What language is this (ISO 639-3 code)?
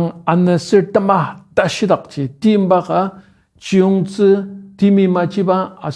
njo